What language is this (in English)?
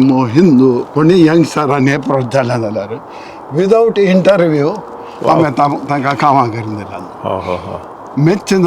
Konkani